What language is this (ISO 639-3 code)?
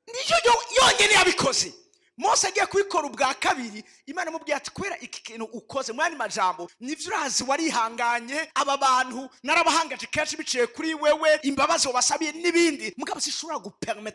run